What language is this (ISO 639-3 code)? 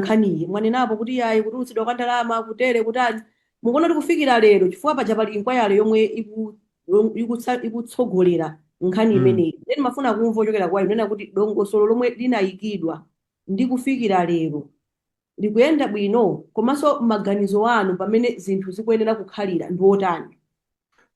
nya